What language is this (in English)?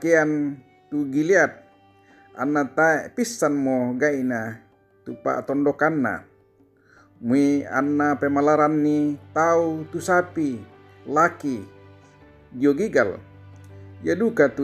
Toraja-Sa'dan